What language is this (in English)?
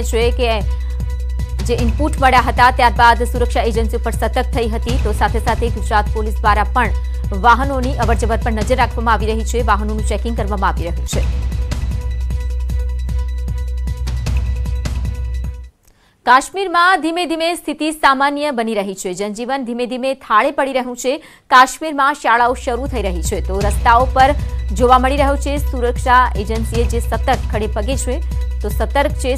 Gujarati